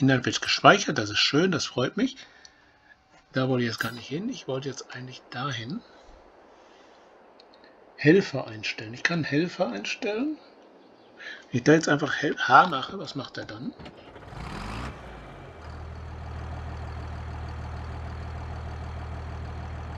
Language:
German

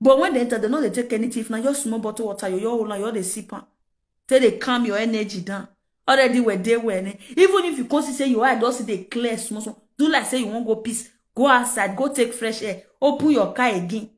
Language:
Nigerian Pidgin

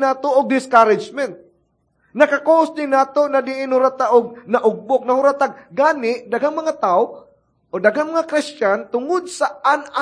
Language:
Cebuano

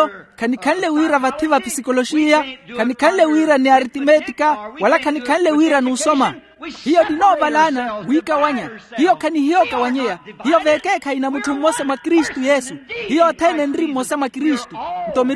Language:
Makhuwa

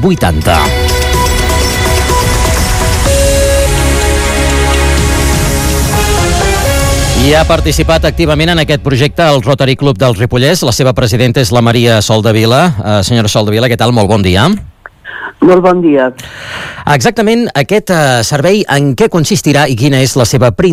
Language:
Catalan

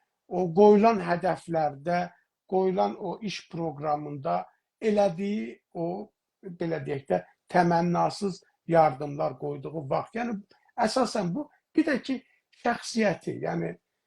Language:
South Azerbaijani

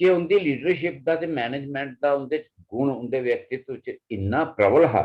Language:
Dogri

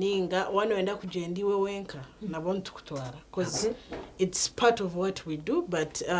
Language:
Nyankole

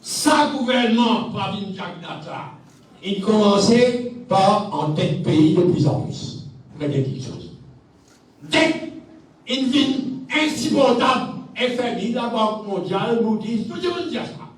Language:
Morisyen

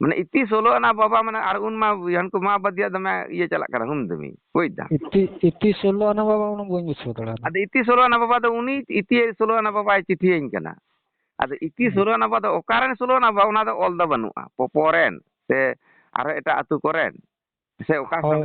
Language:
Santali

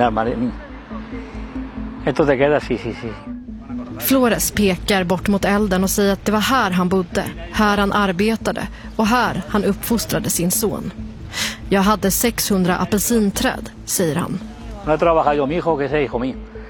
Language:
Swedish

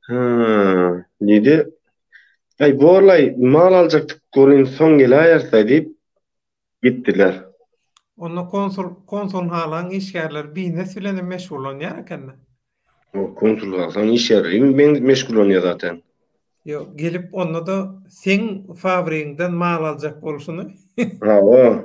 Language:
Turkmen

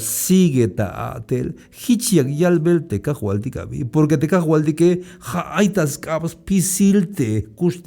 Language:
Tzeltal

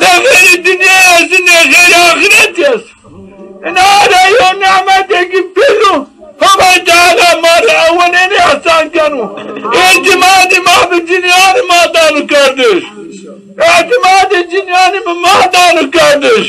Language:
Zaza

